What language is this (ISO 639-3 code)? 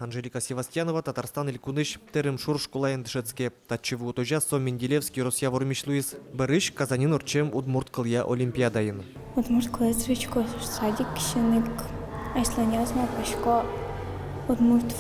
udm